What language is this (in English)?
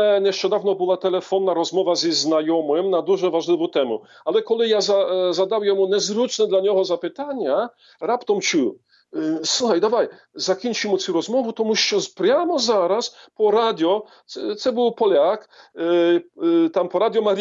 Ukrainian